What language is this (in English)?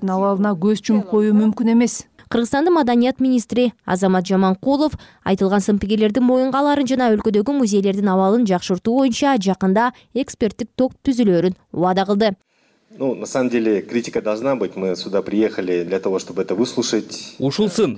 Kyrgyz